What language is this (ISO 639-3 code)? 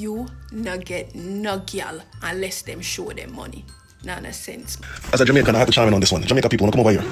jam